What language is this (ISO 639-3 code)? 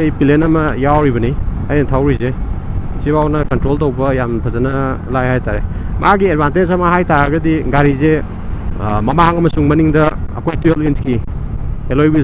mni